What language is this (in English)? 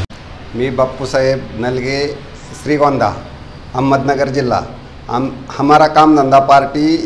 Marathi